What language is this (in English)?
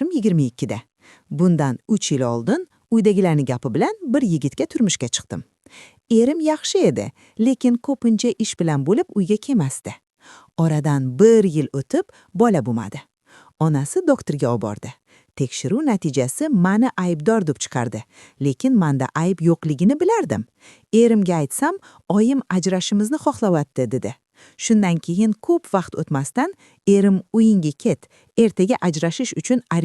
Uzbek